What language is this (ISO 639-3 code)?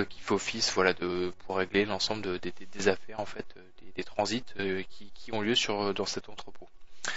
fra